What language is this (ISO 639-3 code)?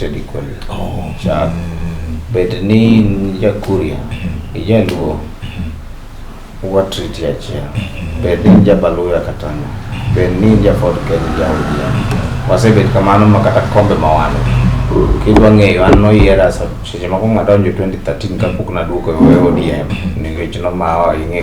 luo